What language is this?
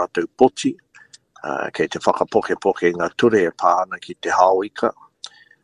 Māori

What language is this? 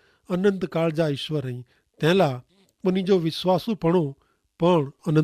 Kachhi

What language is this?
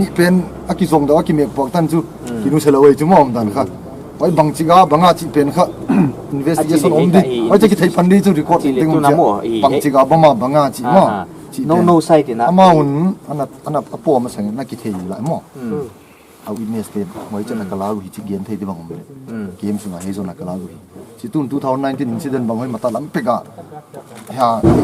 Paite Chin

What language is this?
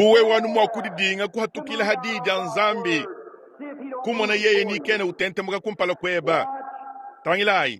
Luba-Lulua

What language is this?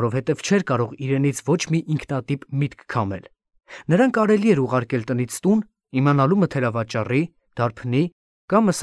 Armenian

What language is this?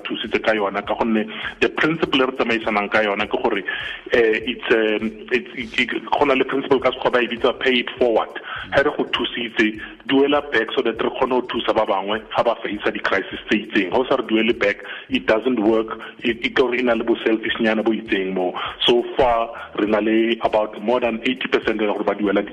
Tswana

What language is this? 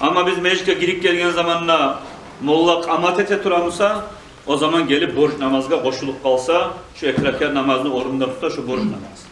Kumyk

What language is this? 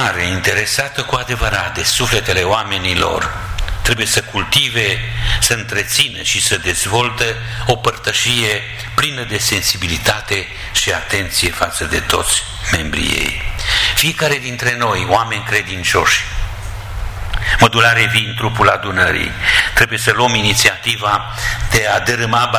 Romanian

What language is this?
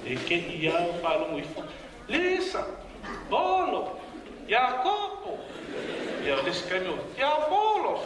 Samoan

